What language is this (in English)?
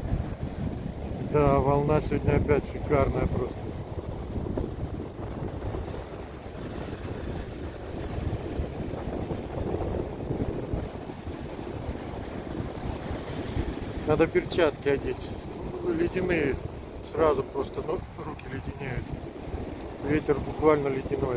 Russian